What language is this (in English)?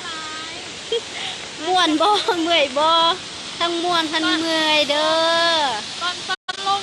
Lao